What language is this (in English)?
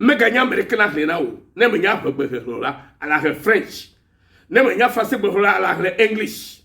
Ewe